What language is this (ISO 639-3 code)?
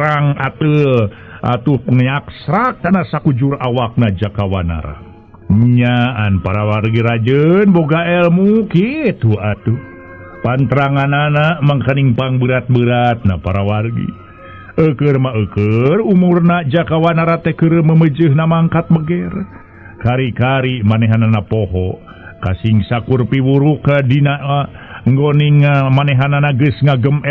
sun